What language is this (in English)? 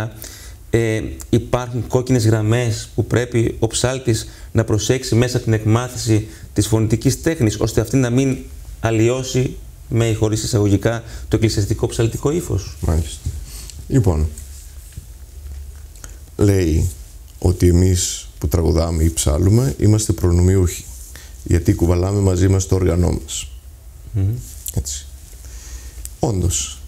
Greek